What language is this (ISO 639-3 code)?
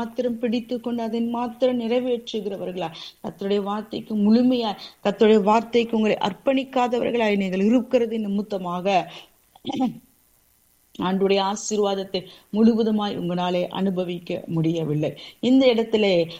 tam